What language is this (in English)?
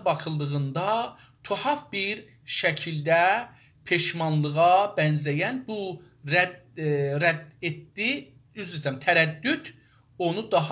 South Azerbaijani